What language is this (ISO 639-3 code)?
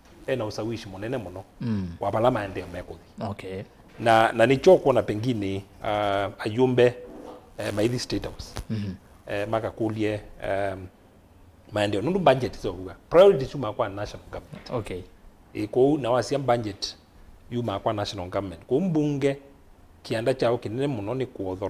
kam